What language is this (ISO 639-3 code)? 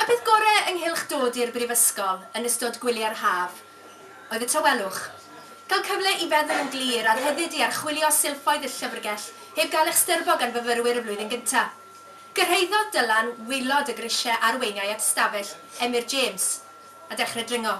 cym